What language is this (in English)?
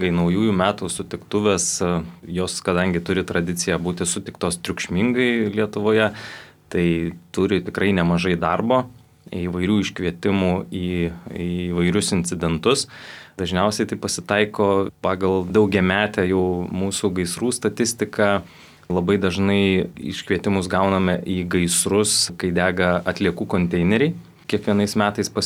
Lithuanian